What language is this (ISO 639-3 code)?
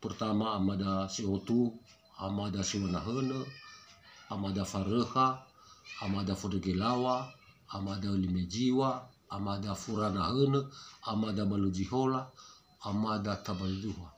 nia